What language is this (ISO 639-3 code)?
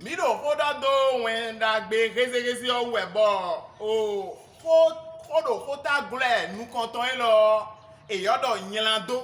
fon